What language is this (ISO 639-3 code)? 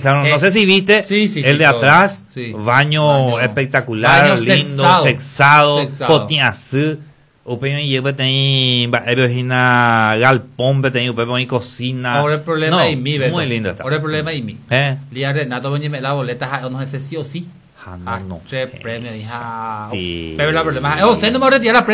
grn